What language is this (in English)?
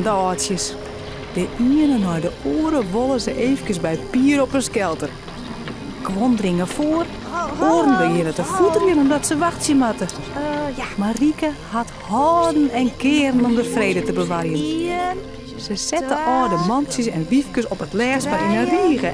Western Frisian